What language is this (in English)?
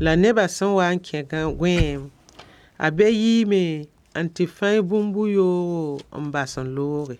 Mossi